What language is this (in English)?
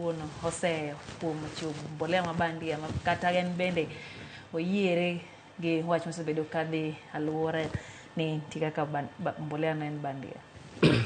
Luo (Kenya and Tanzania)